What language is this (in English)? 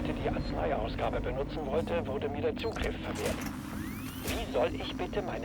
Bavarian